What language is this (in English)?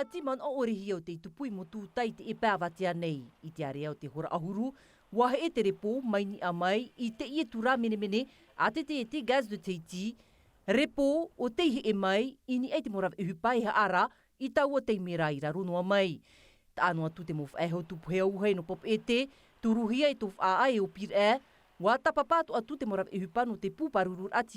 Tahitian